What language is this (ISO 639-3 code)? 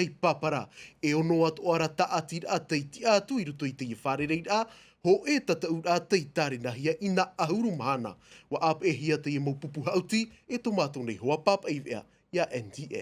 tah